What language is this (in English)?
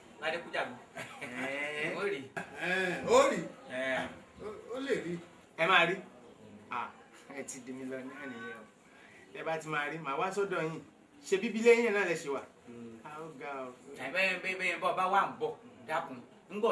Yoruba